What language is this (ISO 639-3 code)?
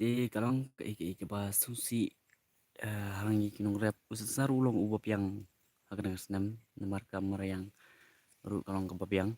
kha